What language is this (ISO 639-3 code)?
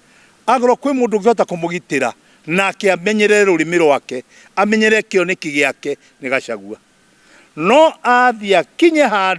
kik